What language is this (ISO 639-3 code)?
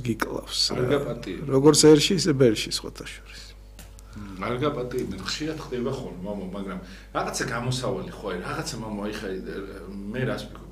kat